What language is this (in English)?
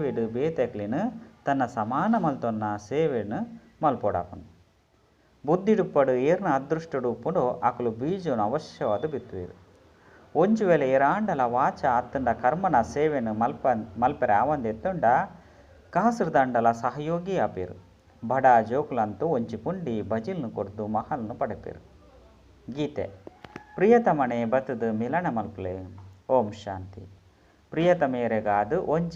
Tulu